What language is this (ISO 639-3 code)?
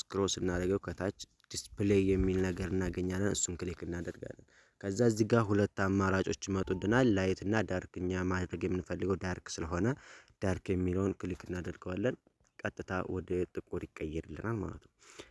amh